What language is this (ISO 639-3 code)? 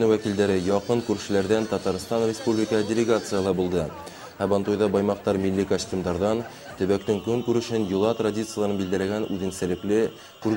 bak